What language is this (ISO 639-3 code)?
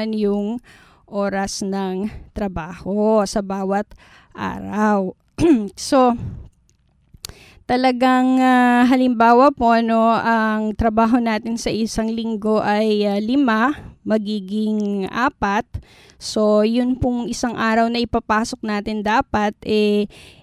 fil